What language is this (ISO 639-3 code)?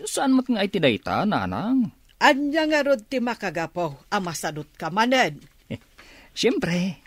ilo